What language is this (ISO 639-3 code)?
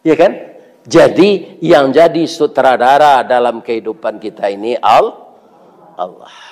min